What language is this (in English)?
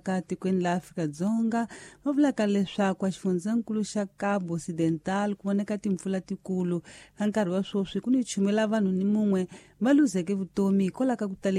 Tsonga